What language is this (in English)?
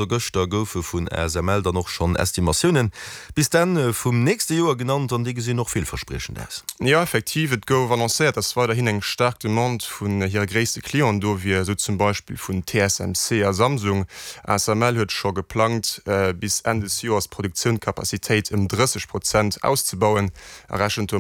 Luxembourgish